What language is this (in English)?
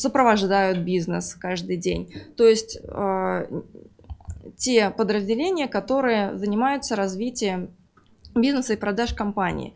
Russian